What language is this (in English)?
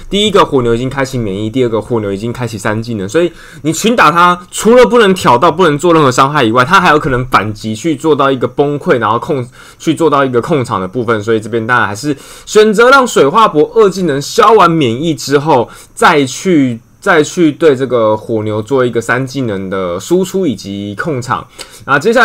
Chinese